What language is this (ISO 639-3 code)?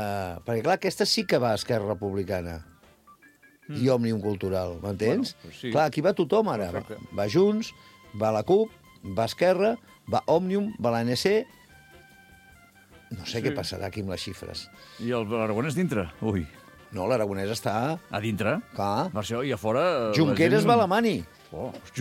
cat